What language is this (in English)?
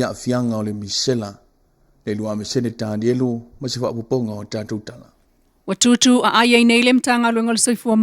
Samoan